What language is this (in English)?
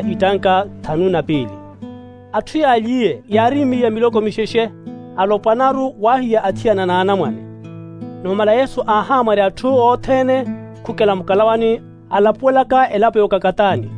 Makhuwa